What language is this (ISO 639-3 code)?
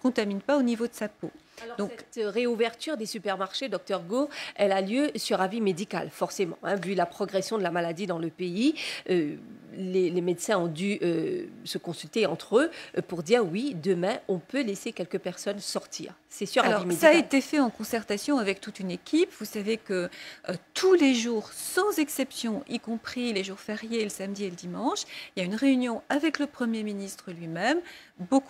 fra